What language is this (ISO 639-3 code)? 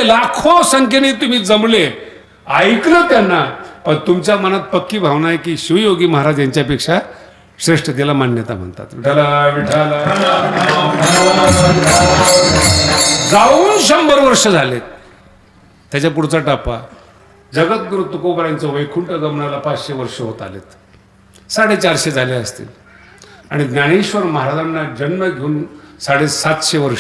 mar